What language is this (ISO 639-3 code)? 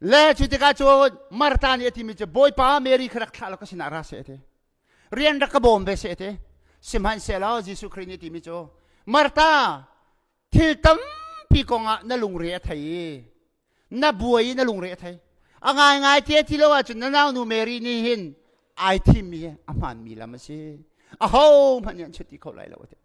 cnh